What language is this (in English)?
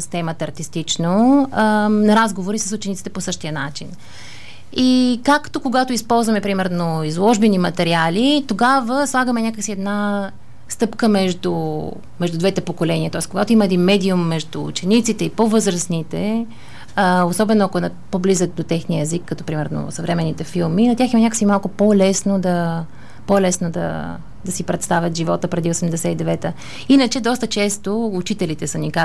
Bulgarian